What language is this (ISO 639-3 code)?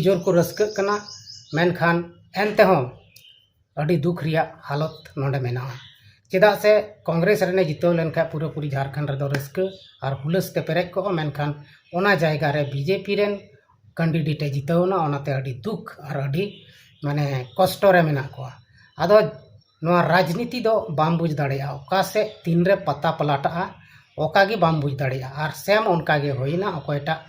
sat